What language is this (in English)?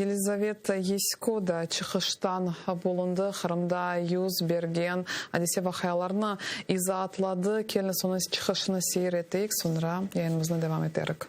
Crimean Tatar